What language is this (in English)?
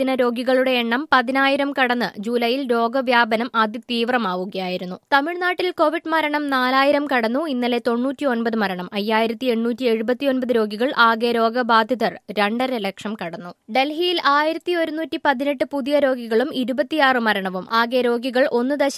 Malayalam